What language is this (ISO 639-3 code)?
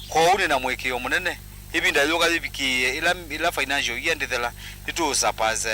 kam